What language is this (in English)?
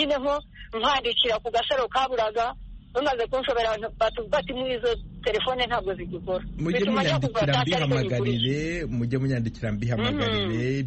Kinyarwanda